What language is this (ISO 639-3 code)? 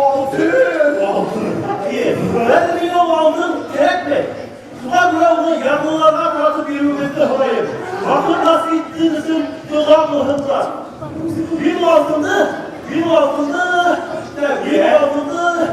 bak